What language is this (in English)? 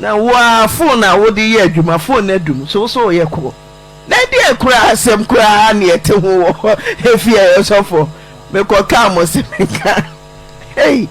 Akan